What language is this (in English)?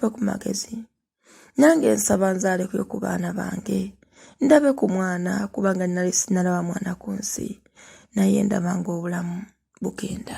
Ganda